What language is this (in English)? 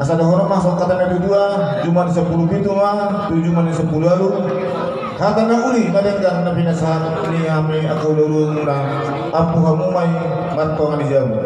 Batak Toba